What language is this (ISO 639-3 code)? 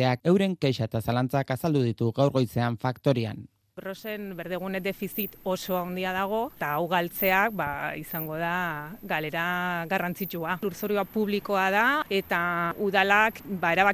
eus